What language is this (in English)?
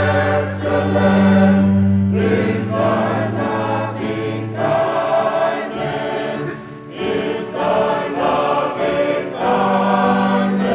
Tongan